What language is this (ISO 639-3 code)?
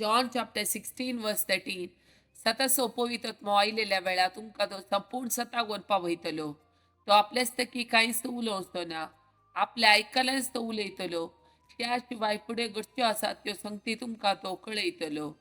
kok